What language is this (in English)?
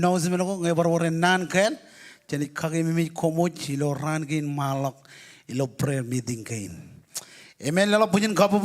Marshallese